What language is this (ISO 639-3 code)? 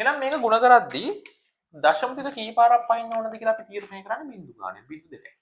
sin